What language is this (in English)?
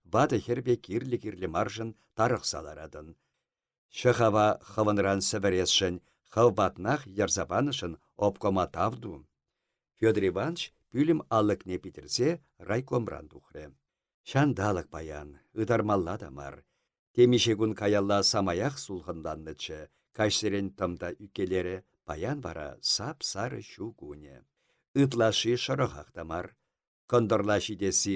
Chuvash